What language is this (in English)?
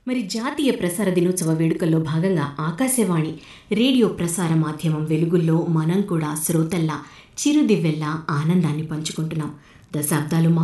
Telugu